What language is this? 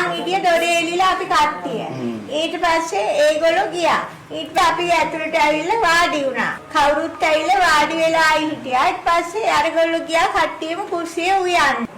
Sinhala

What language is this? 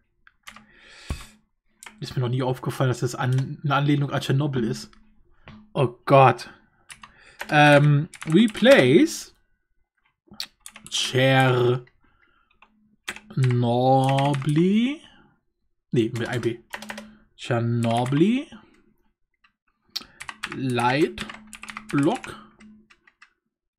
German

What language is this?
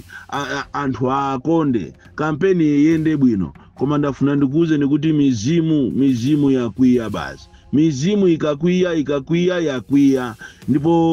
Nyanja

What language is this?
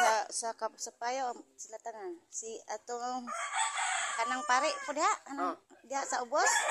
Cebuano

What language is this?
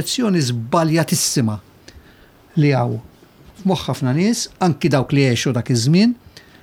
Maltese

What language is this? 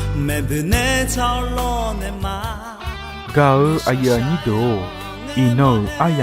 Akha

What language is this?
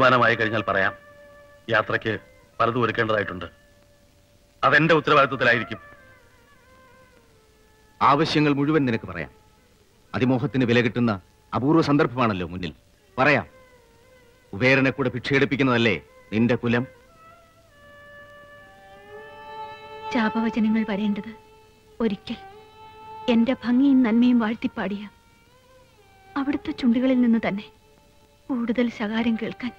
Malayalam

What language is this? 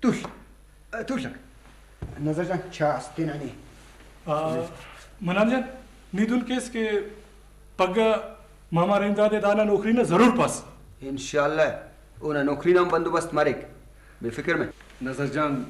Brahui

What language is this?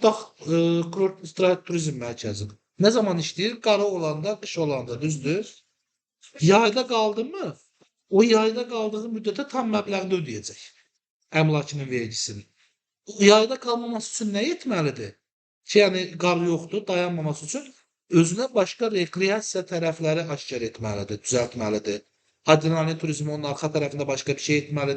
Azerbaijani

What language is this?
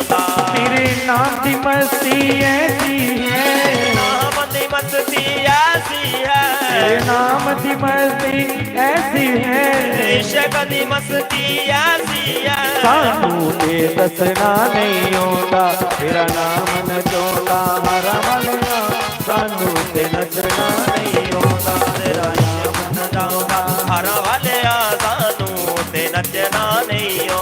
Dogri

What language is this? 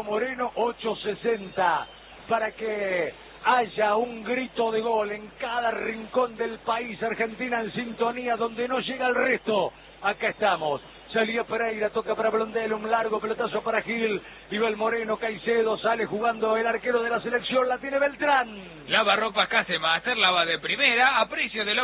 Spanish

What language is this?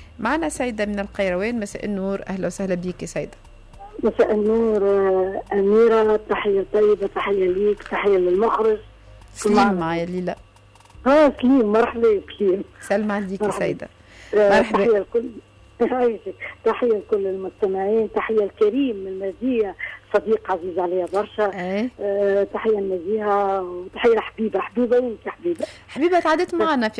Tunisian Arabic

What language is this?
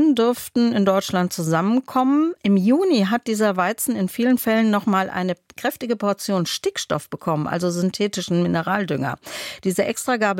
German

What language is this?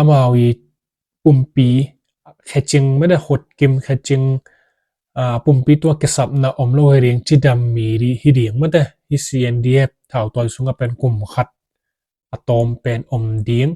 Tedim Chin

